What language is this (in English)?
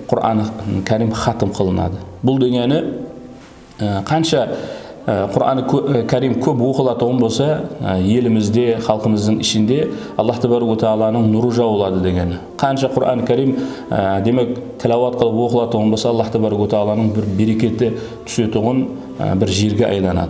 Kara-Kalpak